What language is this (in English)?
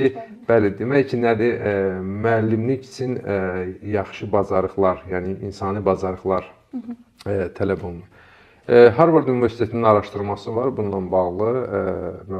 Azerbaijani